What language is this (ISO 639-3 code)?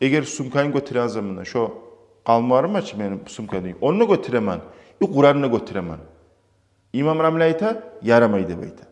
kum